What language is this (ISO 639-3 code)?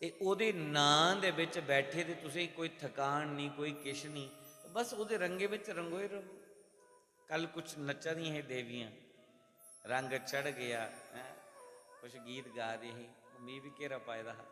doi